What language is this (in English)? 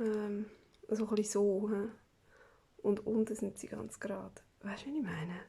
Swiss German